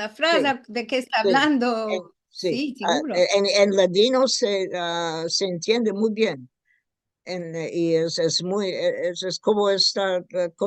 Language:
Ladino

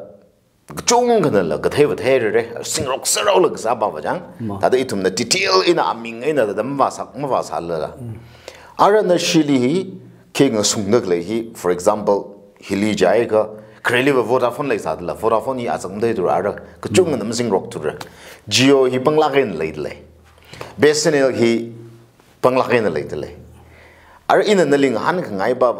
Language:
Tangkhul Naga (India)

